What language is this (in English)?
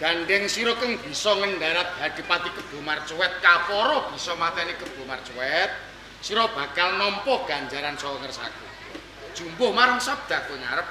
Javanese